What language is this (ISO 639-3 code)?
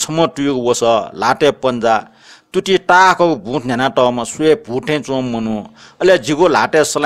new